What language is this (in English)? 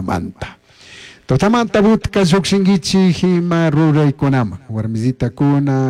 Chimborazo Highland Quichua